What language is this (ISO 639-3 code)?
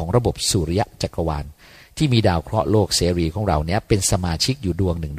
tha